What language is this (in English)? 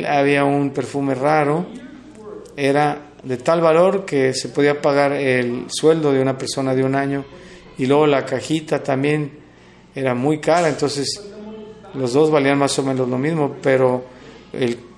Spanish